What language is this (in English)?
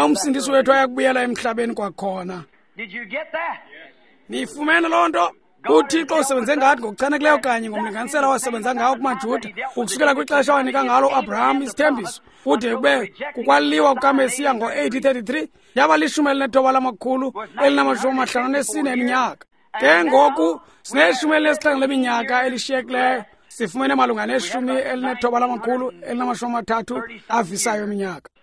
Xhosa